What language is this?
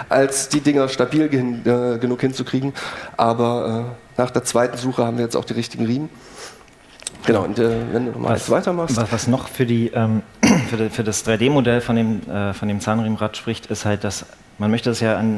German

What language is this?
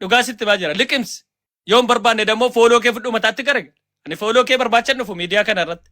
Oromo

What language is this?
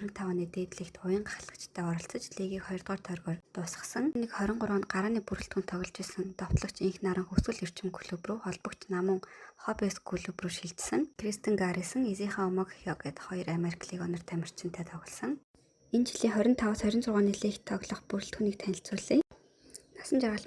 Mongolian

